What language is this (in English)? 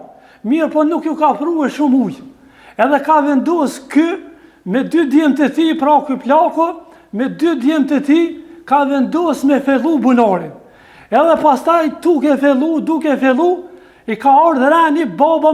Albanian